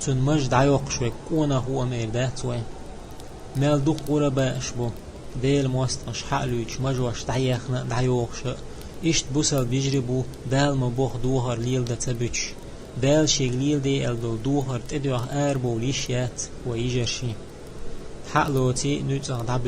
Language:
Chechen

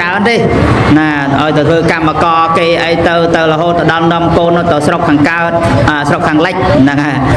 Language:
Khmer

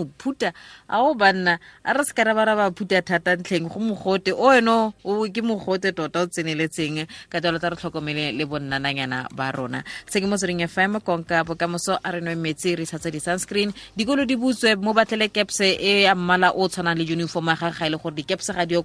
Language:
Tswana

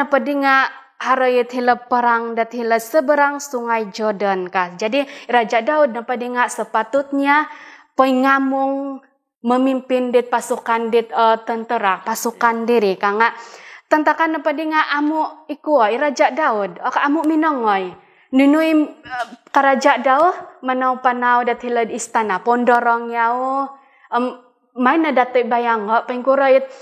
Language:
Central Dusun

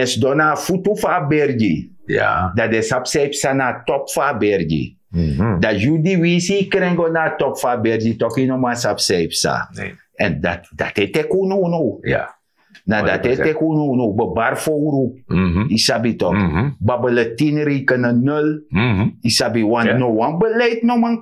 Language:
Sranan Tongo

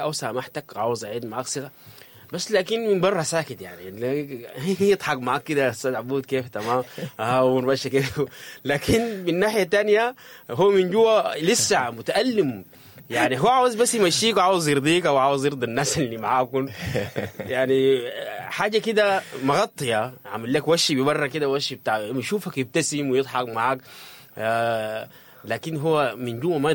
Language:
Sudanese Arabic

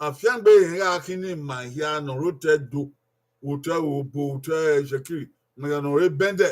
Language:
Bini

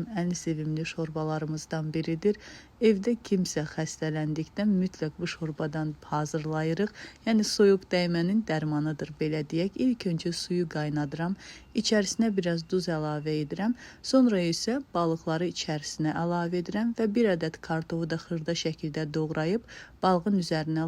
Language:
Azerbaijani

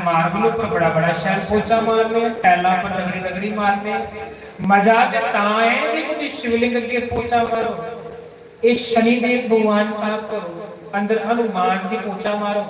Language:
Dogri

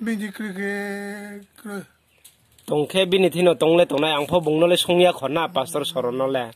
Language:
Riang (India)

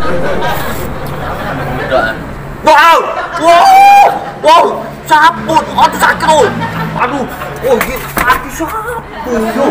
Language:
Musi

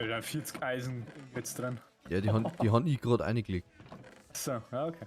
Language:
Bavarian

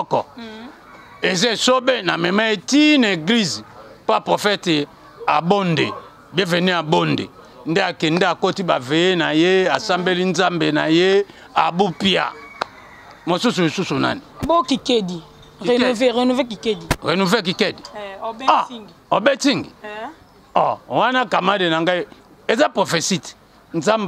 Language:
Lingala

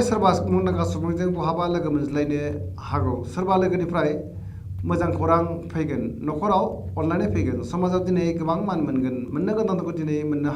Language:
Bodo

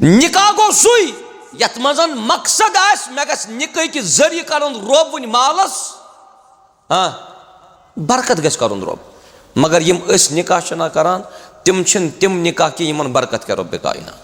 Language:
Kashmiri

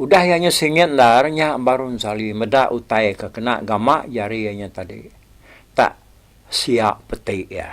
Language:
Iban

